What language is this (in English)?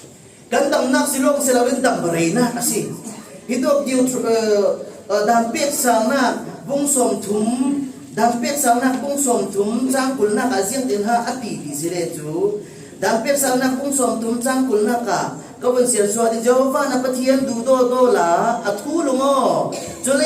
Falam Chin